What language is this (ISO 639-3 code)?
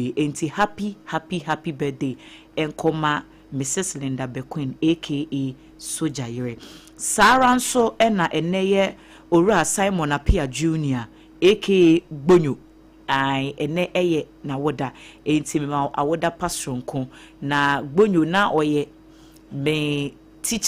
aka